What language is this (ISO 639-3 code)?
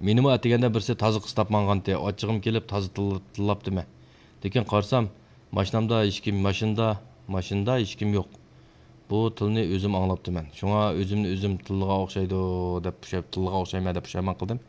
uig